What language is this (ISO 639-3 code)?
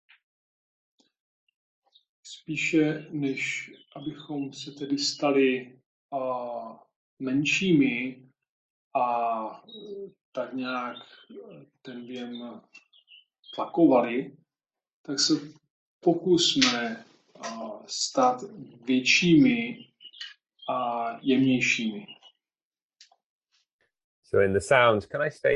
ces